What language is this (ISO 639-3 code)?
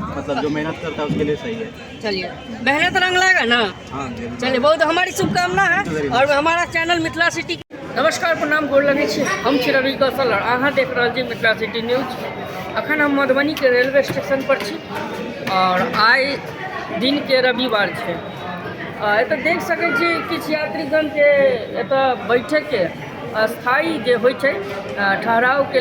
mai